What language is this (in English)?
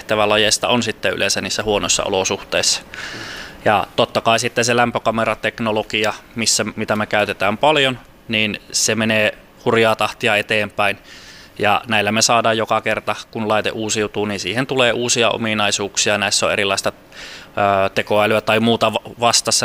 Finnish